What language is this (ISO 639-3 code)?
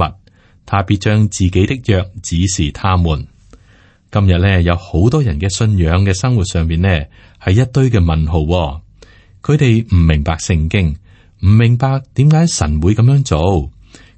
yue